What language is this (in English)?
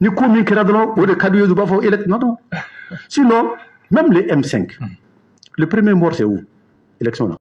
Bambara